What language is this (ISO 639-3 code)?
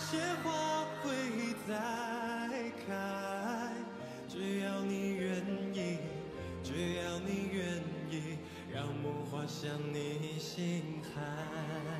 zho